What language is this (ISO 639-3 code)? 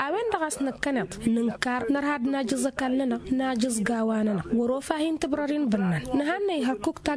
taq